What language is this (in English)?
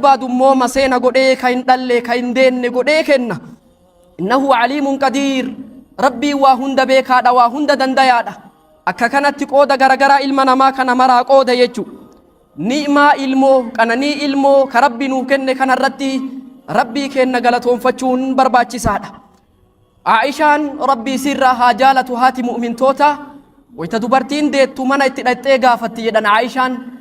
Oromo